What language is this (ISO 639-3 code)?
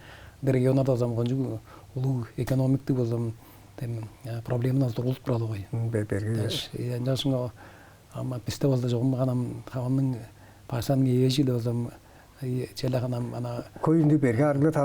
tyv